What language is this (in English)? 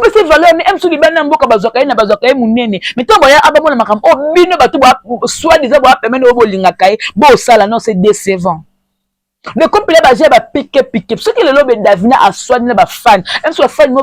Lingala